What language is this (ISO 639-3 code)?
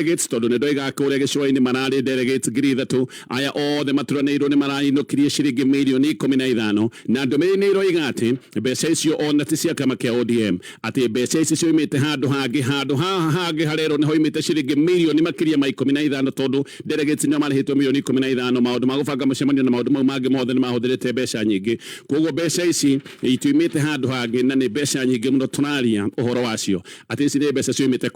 kik